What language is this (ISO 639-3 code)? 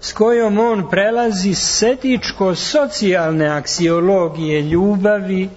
srp